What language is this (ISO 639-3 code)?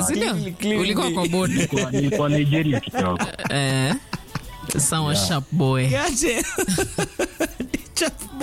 swa